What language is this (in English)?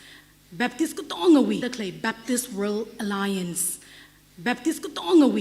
Tangkhul Naga (India)